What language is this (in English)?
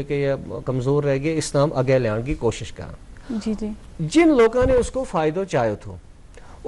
Gujari